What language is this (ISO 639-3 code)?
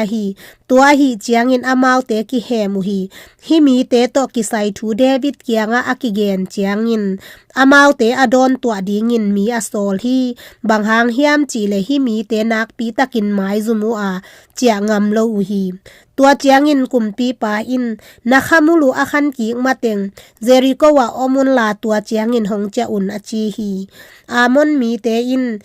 ctd